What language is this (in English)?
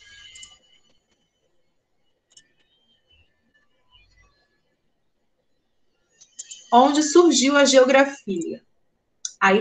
Portuguese